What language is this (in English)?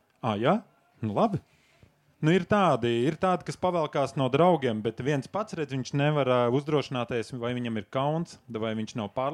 Latvian